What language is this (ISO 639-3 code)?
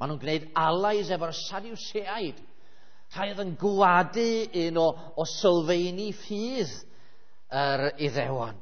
cym